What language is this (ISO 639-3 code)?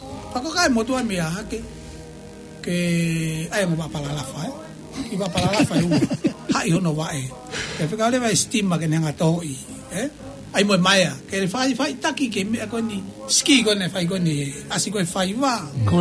ton